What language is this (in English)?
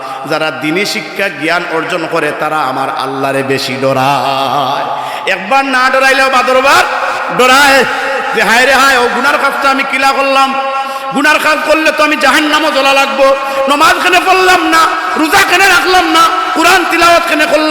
Sylheti